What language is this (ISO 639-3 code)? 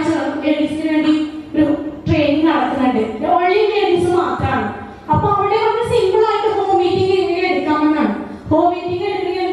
mal